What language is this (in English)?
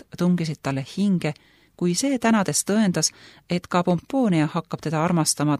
Estonian